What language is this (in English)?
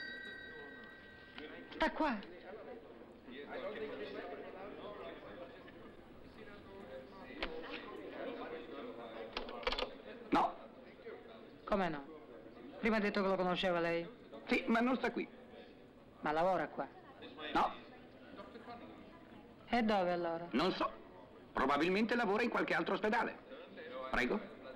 Italian